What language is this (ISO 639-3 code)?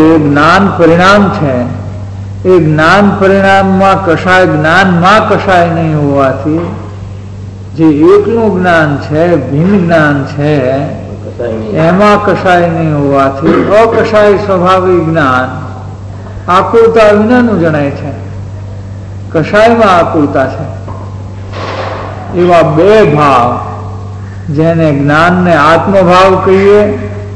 guj